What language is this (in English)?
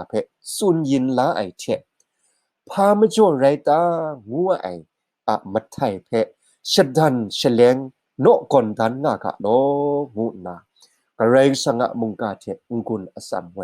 Kachin